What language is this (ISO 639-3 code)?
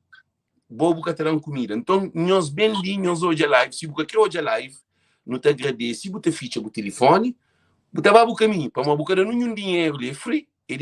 kea